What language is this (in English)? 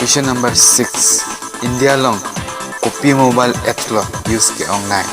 Karbi